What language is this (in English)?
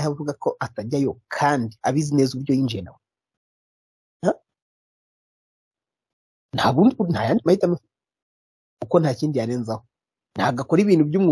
Kinyarwanda